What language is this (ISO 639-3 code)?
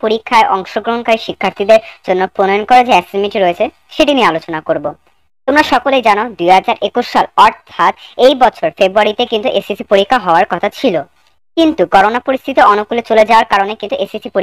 ben